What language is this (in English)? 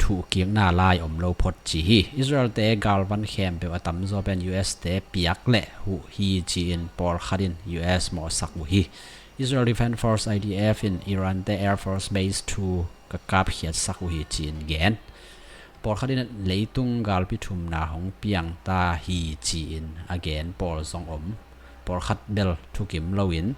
Tedim Chin